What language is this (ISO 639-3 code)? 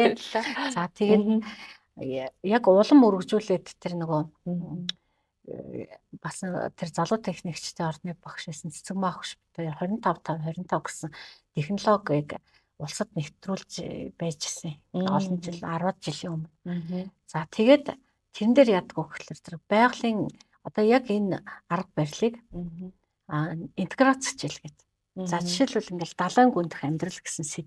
mon